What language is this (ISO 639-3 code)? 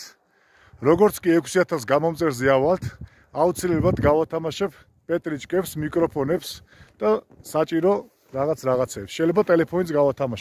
kat